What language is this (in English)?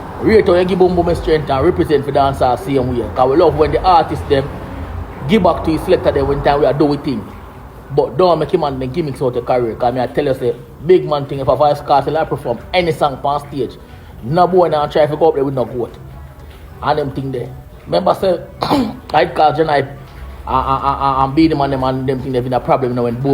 Jamaican Creole English